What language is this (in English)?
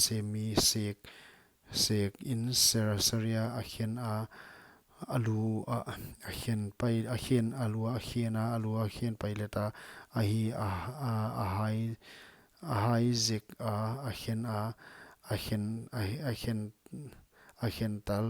Paite Chin